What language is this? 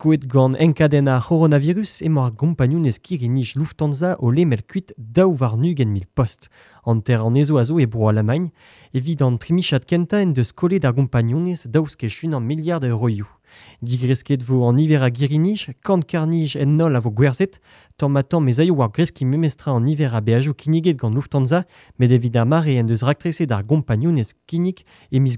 Breton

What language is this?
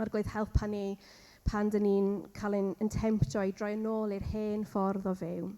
Welsh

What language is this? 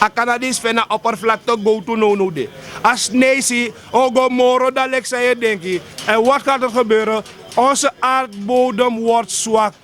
Sranan Tongo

